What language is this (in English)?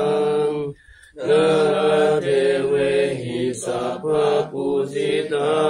Pali